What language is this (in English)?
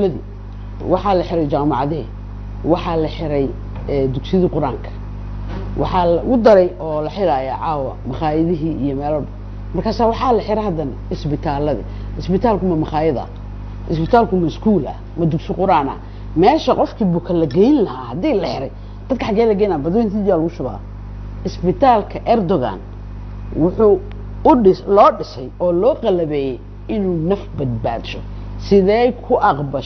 Somali